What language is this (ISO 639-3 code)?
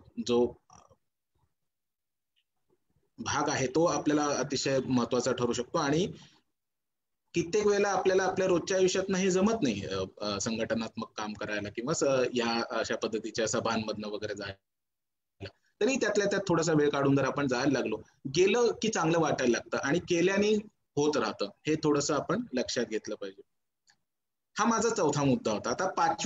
mar